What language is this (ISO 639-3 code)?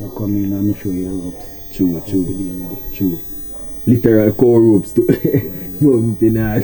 jam